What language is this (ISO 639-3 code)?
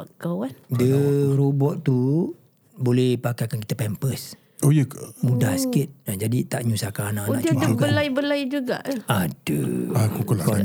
msa